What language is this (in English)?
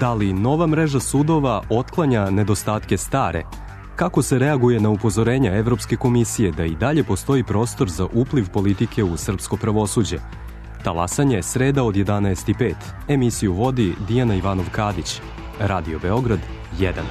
Serbian